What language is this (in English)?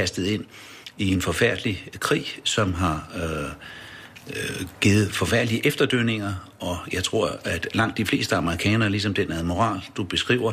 Danish